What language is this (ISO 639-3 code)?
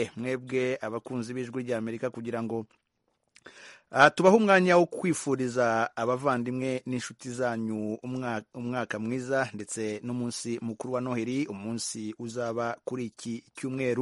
kin